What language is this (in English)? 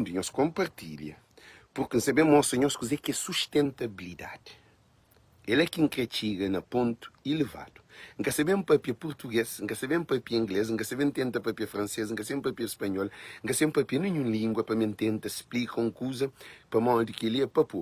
Kabuverdianu